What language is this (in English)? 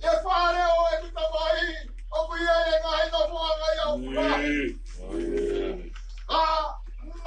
Tongan